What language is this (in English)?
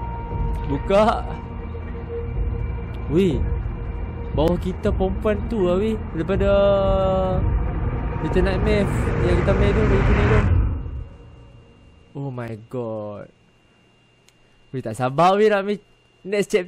Malay